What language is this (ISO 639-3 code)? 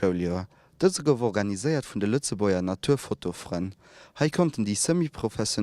ltz